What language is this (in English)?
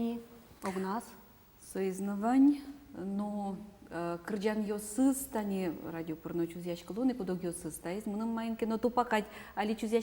Udmurt